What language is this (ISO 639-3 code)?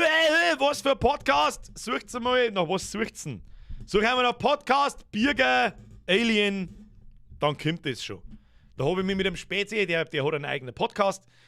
bar